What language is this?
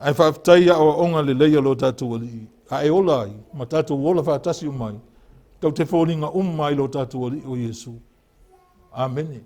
Samoan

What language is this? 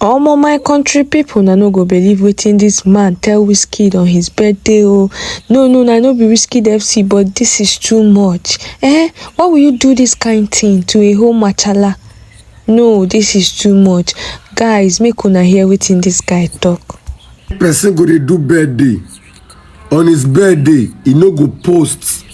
Nigerian Pidgin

